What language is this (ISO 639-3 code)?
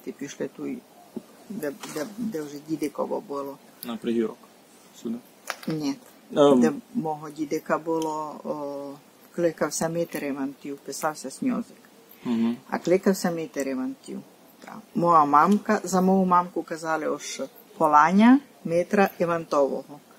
rue